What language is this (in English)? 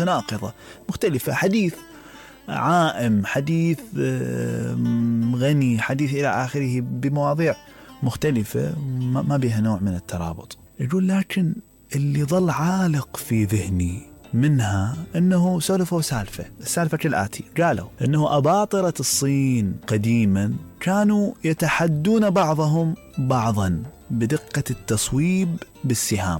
Mesopotamian Arabic